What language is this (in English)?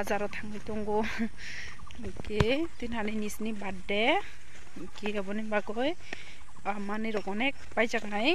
Kok Borok